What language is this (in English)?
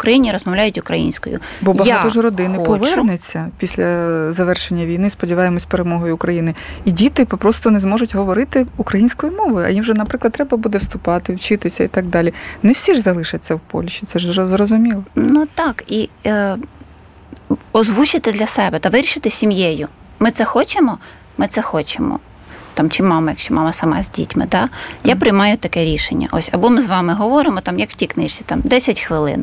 Ukrainian